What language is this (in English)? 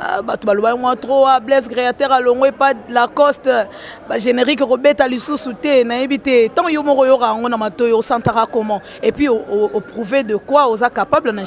Lingala